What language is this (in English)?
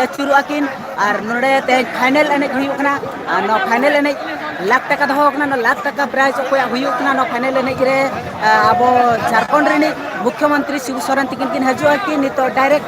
Santali